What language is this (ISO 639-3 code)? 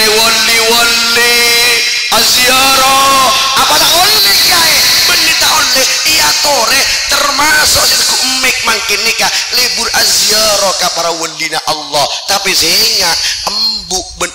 mad